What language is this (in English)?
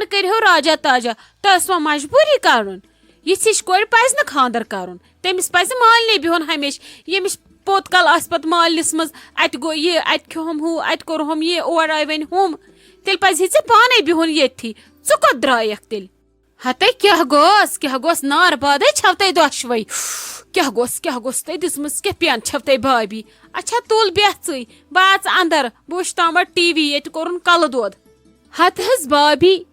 Kashmiri